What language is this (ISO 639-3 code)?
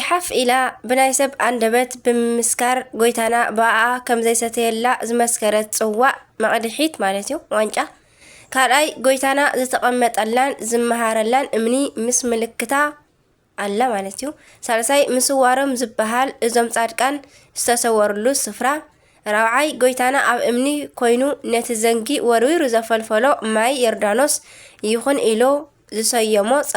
tir